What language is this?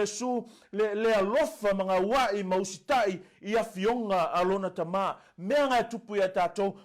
Samoan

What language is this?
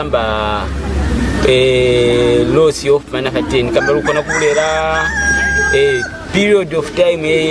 Lozi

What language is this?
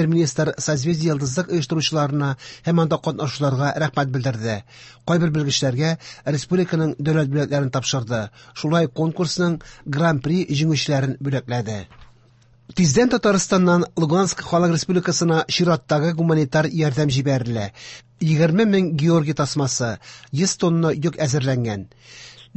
Tatar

